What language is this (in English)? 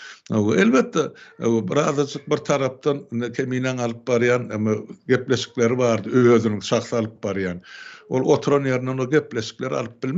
Turkmen